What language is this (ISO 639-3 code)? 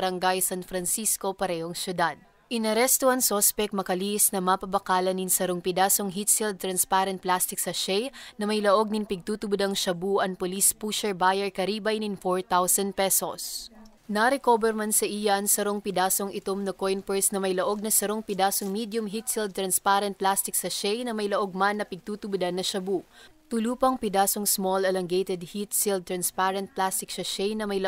bik